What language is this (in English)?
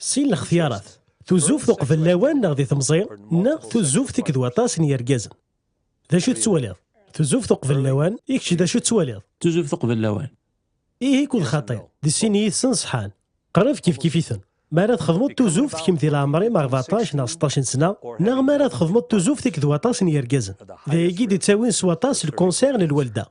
Kabyle